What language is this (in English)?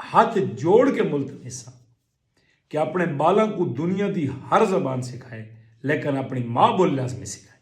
Saraiki